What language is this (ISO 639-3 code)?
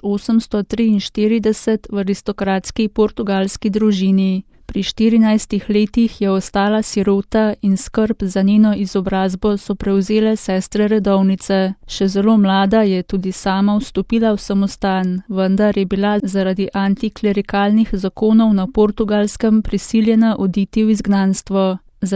slv